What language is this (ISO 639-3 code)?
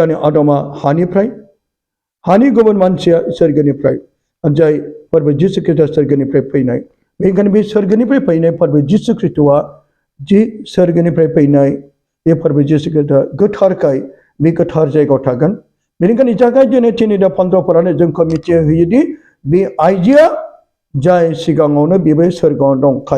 brx